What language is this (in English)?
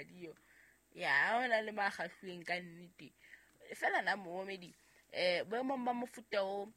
Southern Sotho